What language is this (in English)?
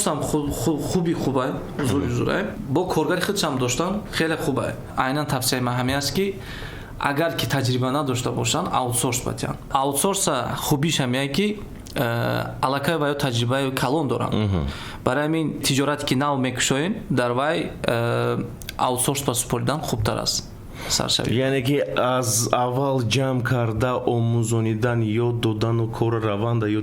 Tajik